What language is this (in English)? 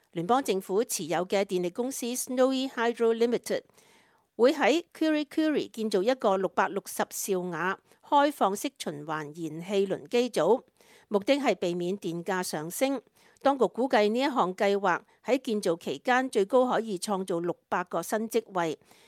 Cantonese